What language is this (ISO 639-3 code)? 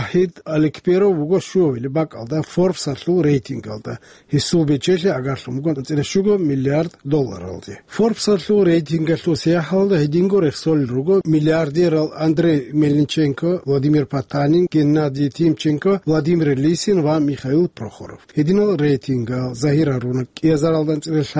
ava